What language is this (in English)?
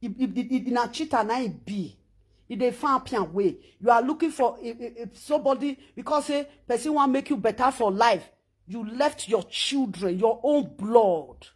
Nigerian Pidgin